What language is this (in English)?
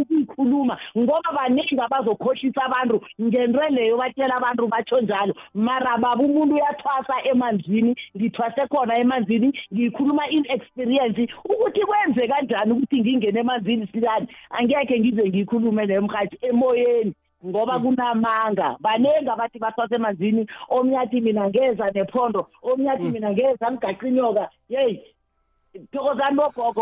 South Ndebele